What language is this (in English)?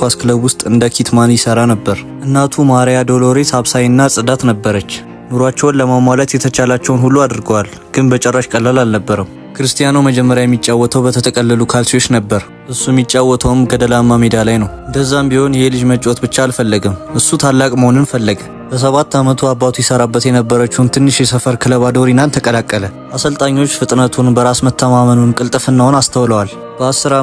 Amharic